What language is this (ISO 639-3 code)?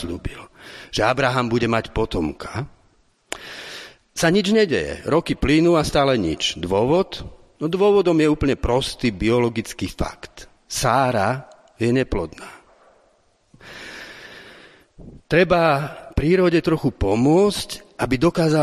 slk